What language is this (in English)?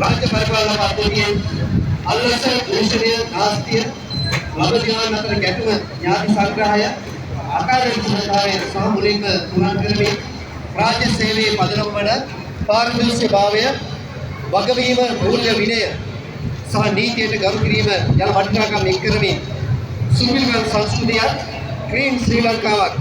Sinhala